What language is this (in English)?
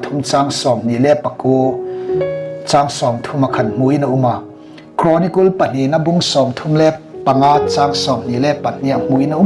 Hmar